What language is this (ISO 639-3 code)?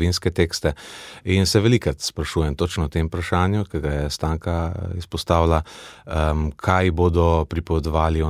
slv